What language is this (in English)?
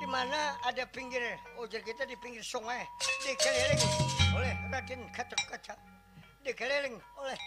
Banjar